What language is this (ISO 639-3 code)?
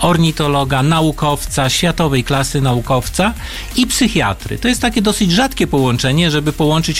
pol